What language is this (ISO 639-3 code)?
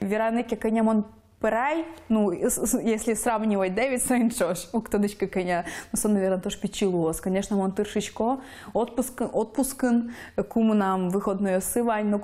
udm